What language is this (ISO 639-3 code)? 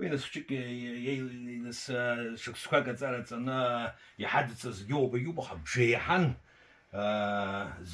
abk